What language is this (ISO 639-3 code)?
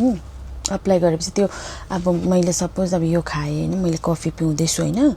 nep